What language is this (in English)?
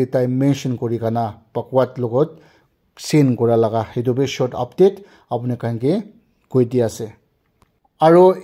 Naga Pidgin